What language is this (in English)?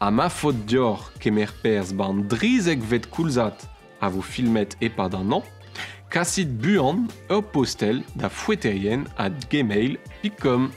Breton